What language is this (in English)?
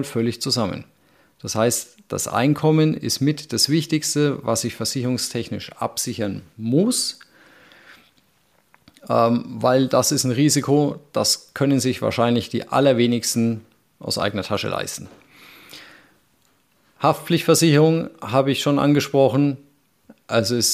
German